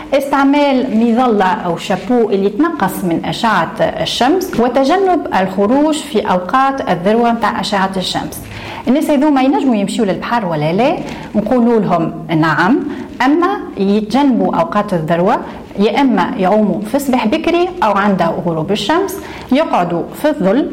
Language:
Tunisian Arabic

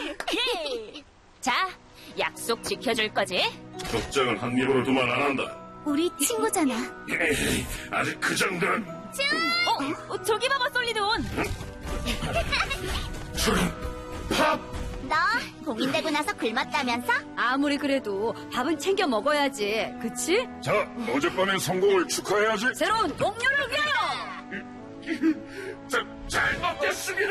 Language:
Korean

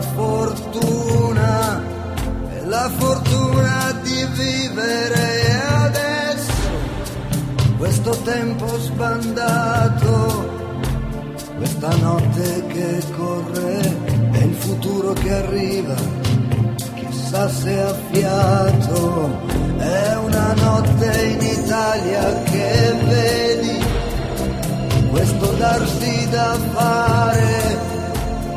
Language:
Italian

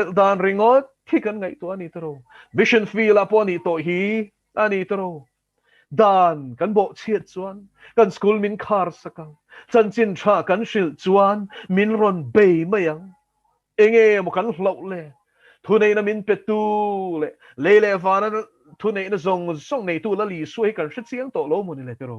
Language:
Mizo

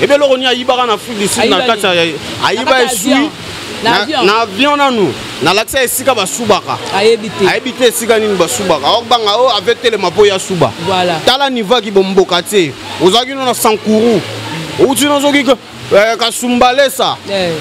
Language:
Lingala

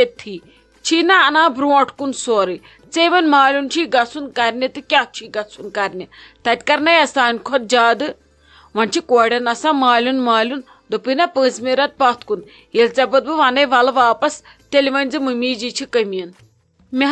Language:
Kashmiri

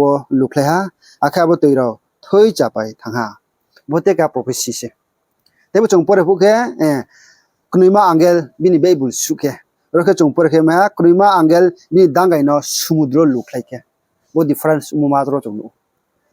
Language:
Riang (India)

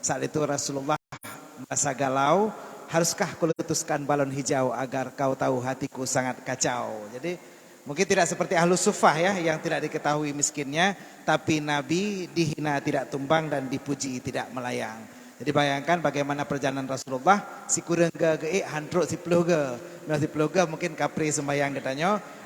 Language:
Achinese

